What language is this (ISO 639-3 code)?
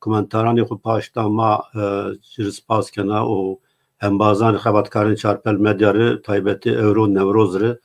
zza